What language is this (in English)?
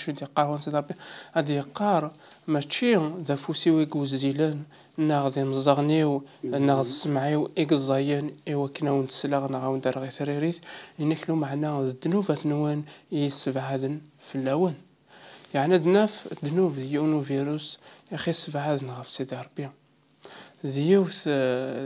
Kabyle